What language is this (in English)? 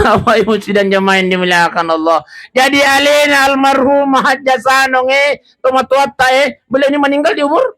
Buginese